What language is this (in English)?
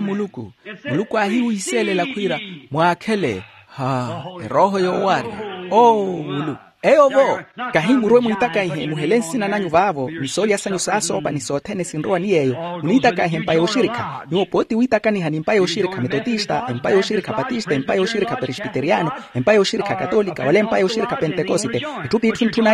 Makhuwa